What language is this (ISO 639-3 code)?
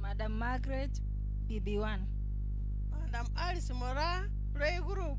guz